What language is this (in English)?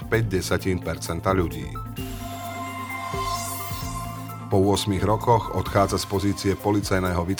Slovak